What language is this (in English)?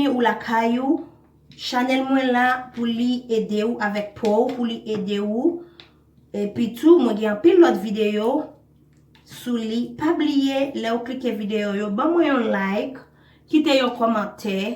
Haitian Creole